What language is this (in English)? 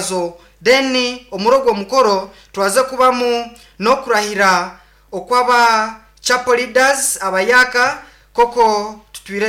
Nyankole